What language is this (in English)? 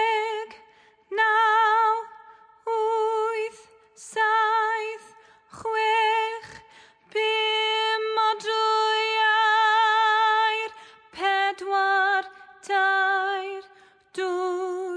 Welsh